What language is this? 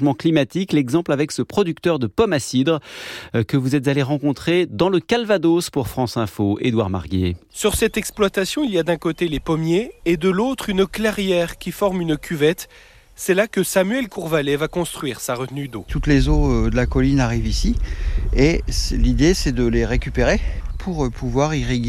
French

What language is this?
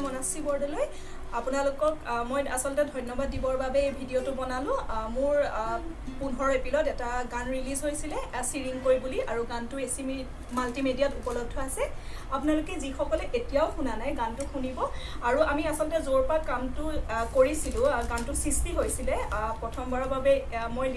Assamese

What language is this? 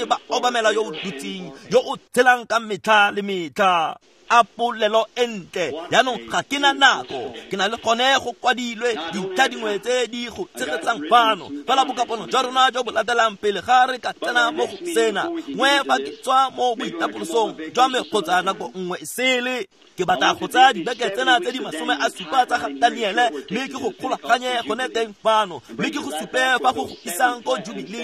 Tswana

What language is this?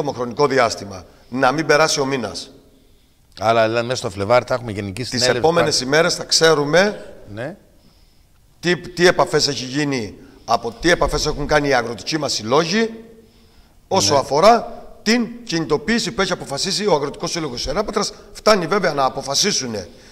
Greek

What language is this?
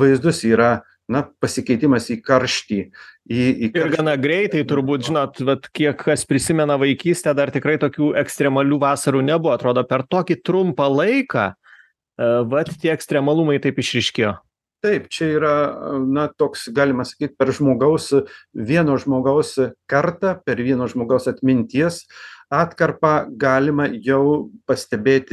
Lithuanian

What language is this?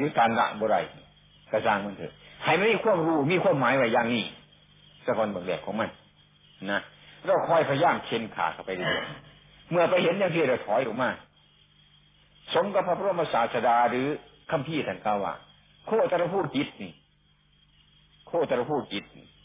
Thai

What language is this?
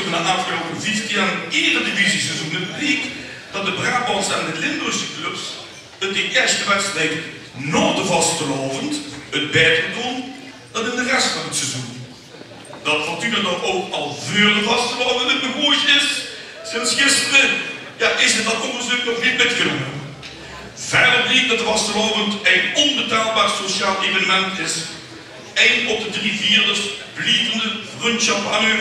Limburgish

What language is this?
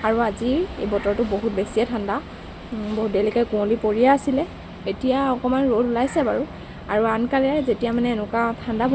Assamese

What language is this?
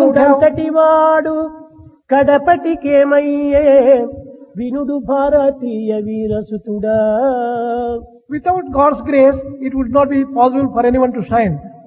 Telugu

